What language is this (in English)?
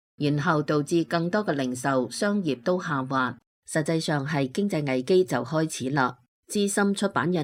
Cantonese